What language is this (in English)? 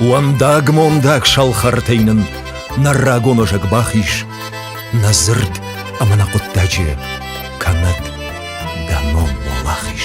Ossetic